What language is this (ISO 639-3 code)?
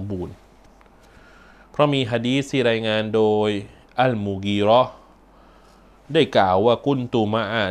tha